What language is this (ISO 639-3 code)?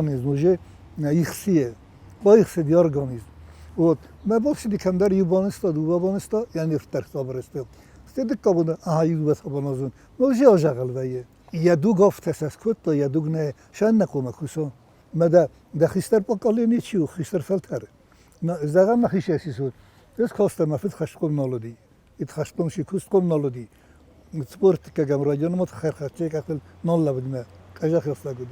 oss